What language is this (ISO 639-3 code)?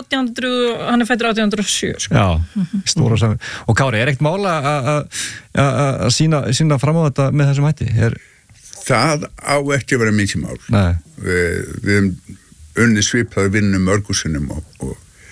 isl